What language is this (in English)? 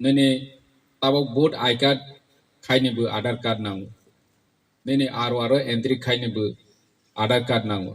Kok Borok